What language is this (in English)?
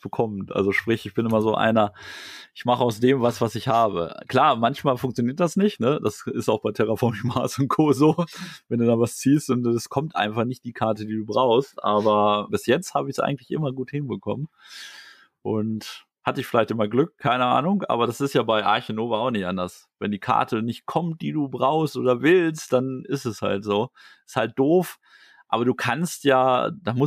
German